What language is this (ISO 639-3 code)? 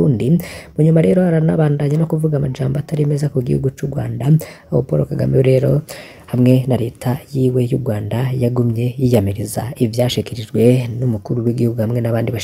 run